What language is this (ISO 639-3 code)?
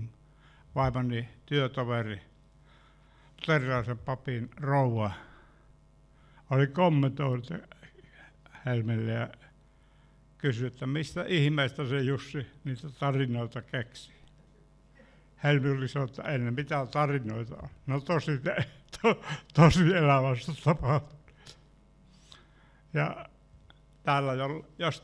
fin